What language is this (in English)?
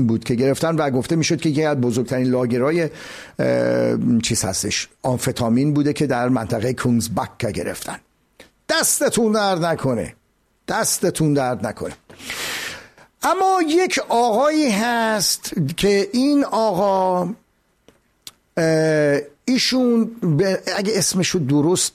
Persian